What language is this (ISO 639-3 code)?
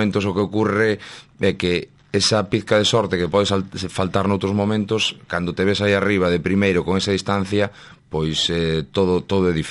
glg